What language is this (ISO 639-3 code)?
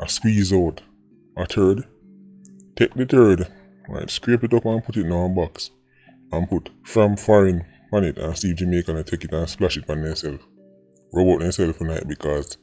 jam